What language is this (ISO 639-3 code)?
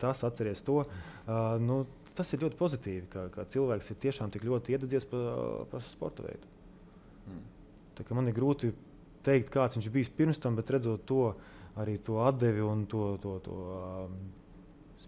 lav